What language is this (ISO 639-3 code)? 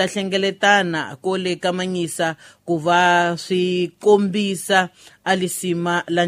tso